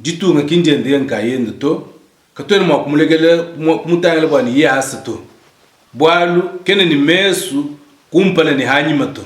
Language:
Luba-Lulua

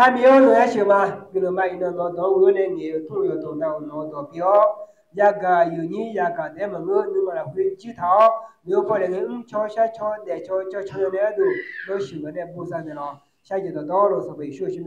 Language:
Akha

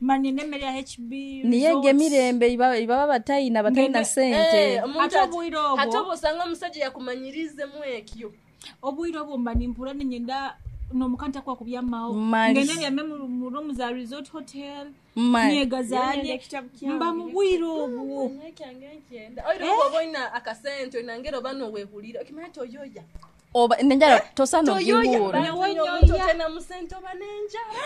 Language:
Nyoro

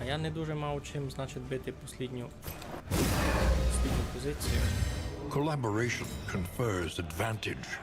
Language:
Rusyn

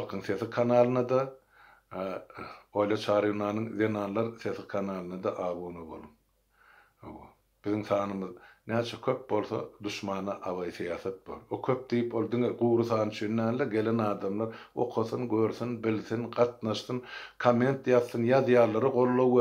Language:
Turkmen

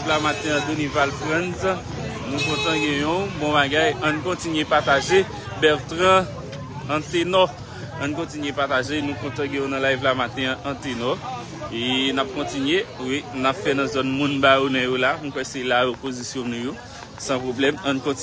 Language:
Haitian Creole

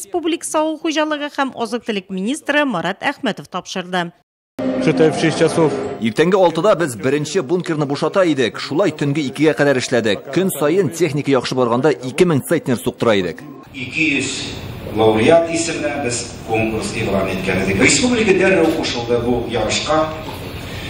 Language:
Tatar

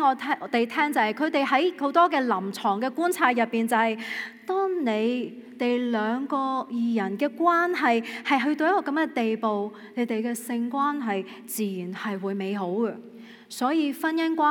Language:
Cantonese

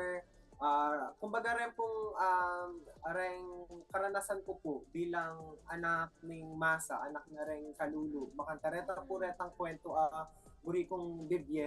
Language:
Pampanga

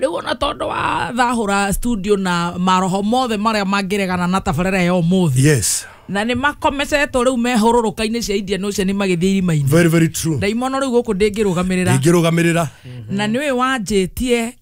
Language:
Kikuyu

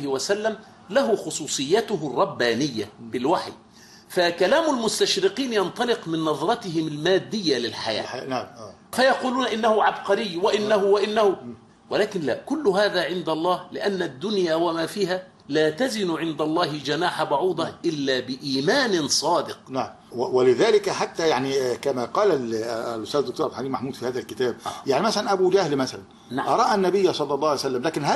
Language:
Arabic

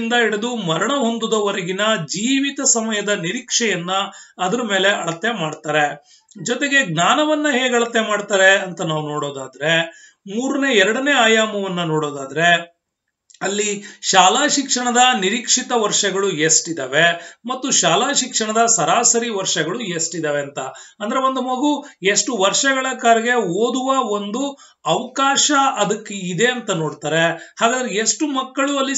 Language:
Kannada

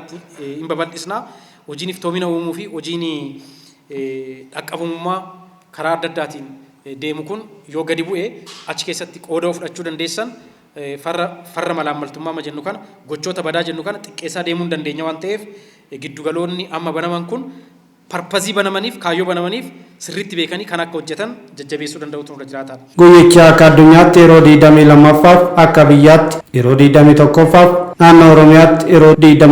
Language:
Oromo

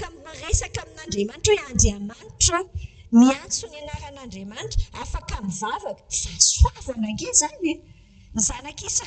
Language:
Malagasy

